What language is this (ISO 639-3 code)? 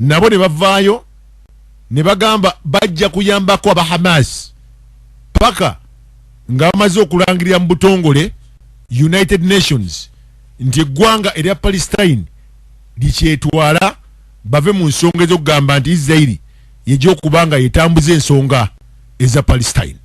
lug